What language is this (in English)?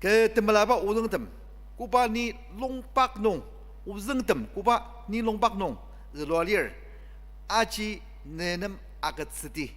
Ao Naga